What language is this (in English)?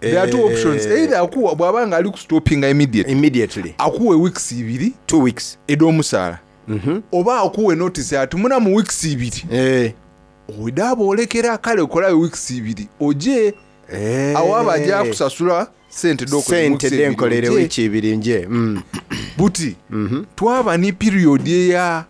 Soga